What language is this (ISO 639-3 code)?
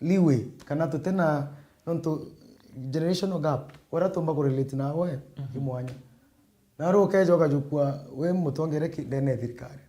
mer